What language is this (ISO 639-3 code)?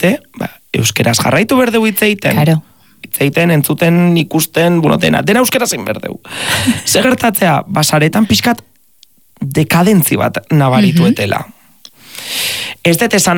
eus